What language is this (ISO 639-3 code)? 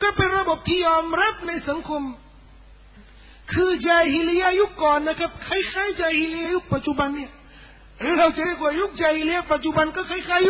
tha